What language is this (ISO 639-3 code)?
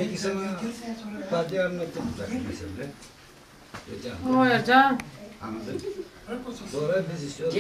tur